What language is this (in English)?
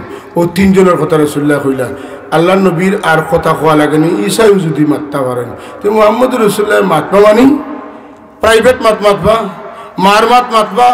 Sylheti